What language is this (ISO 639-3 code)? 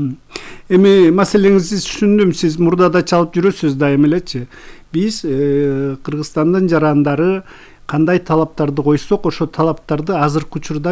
kir